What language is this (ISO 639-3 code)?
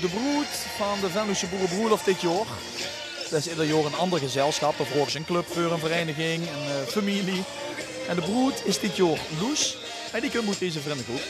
lim